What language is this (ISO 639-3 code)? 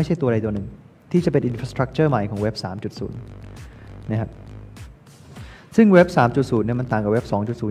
tha